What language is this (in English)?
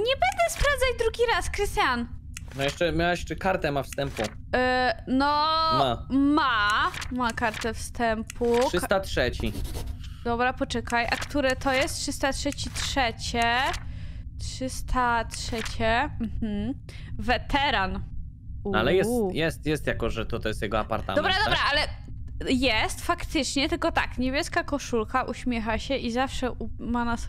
Polish